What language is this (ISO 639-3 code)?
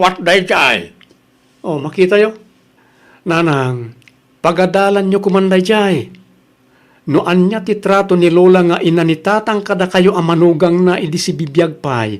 ilo